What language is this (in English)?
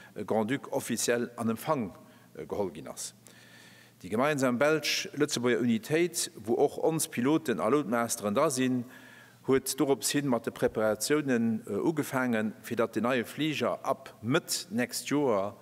Luxembourgish